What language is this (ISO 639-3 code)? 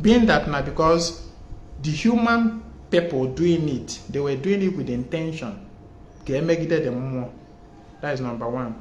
ibo